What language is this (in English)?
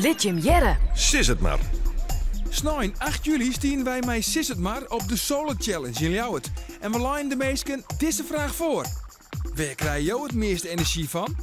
Western Frisian